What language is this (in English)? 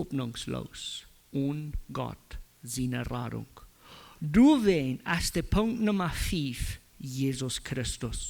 Plautdietsch